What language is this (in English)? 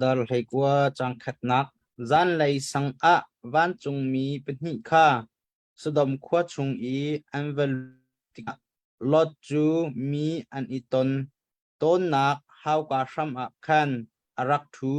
Hakha Chin